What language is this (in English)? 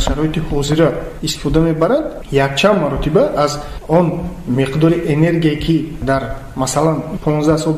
Tajik